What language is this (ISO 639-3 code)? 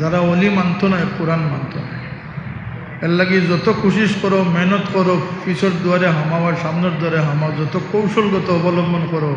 syl